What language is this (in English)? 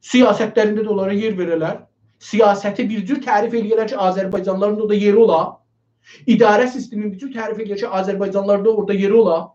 South Azerbaijani